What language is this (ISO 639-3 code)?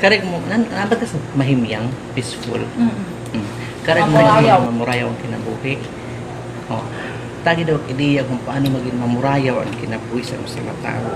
war